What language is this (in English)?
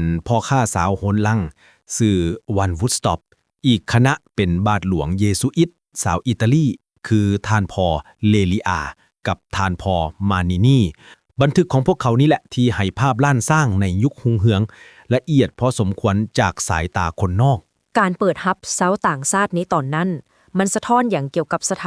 Lao